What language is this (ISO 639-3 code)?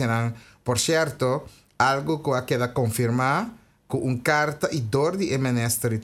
pap